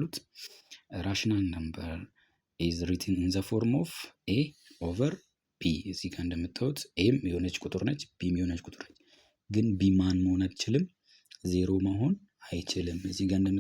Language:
Amharic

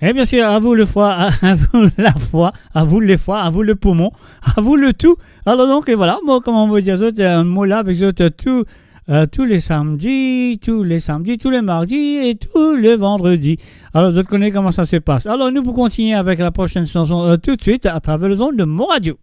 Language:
Morisyen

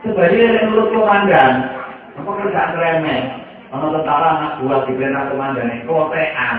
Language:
Javanese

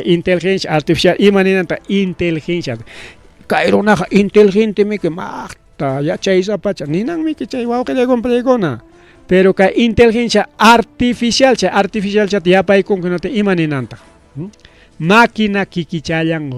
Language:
Ayacucho Quechua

